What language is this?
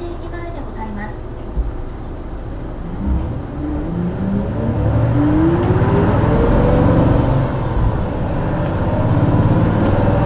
Japanese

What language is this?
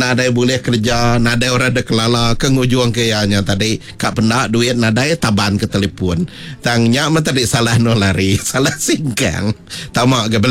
Iban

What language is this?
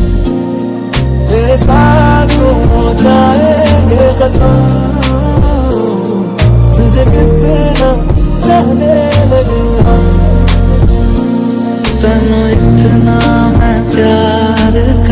Hindi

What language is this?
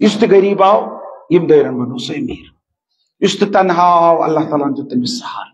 Kashmiri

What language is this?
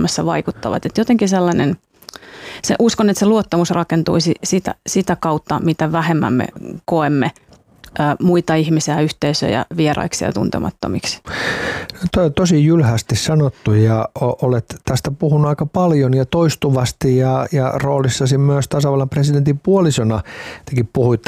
Finnish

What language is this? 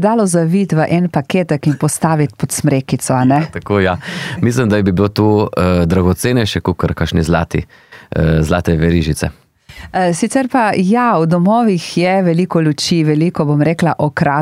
Slovenian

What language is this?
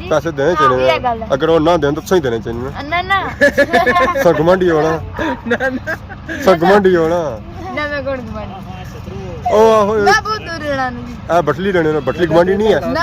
Pahari-Potwari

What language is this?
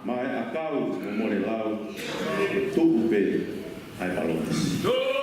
Tongan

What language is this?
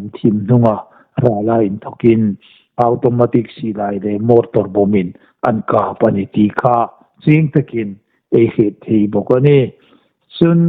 Hmar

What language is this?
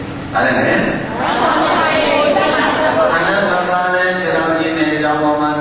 Burmese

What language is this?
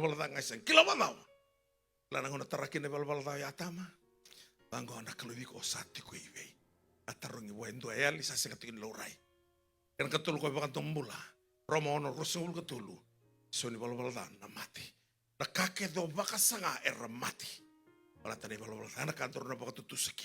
Fijian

